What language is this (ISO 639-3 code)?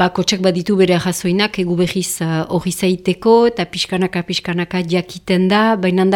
eus